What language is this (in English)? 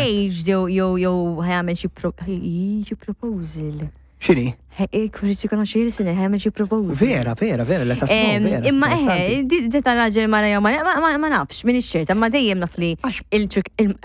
Maltese